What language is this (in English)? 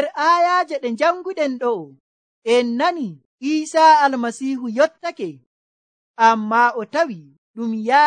Nigerian Fulfulde